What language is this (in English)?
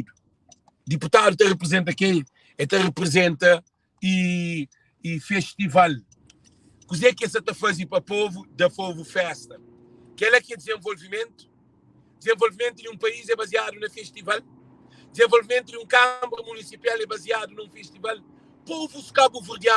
Kabuverdianu